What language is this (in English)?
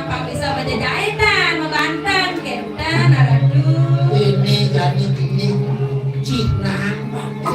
Balinese